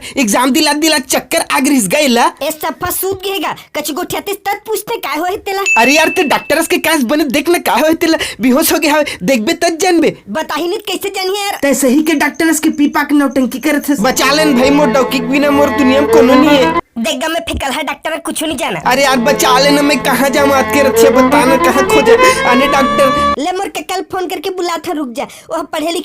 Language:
Chhattisgarhi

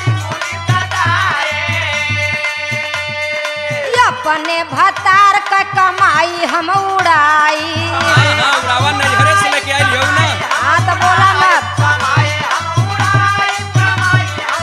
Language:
Bhojpuri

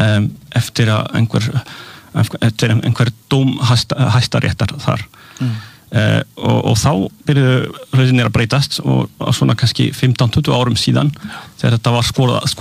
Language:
Icelandic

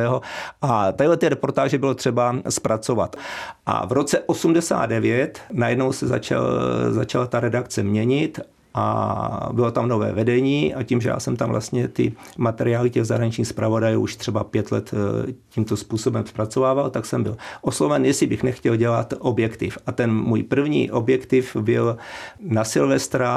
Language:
Czech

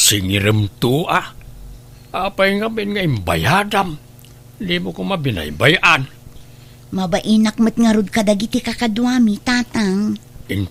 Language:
Iloko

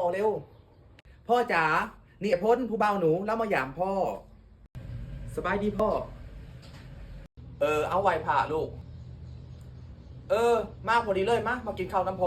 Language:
Lao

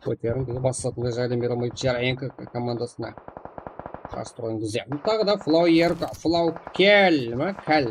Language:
Kara-Kalpak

